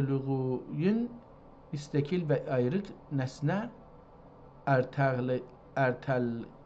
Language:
South Azerbaijani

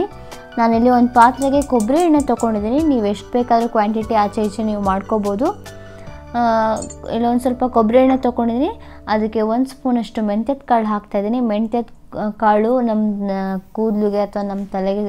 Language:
Kannada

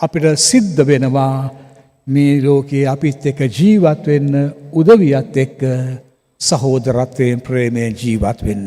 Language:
Sinhala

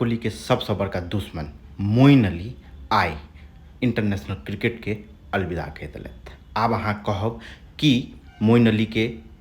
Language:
Maithili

